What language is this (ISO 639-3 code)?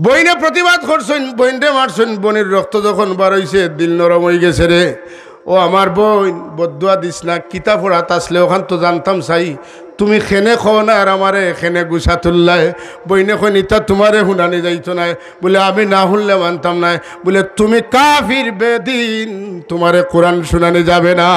syl